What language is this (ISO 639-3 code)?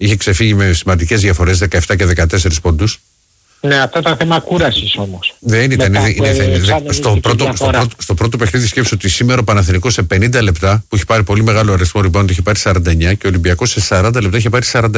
ell